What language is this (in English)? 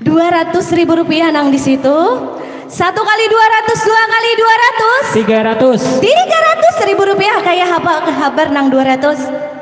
Banjar